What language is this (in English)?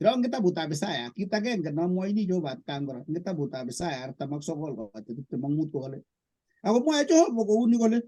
Kalenjin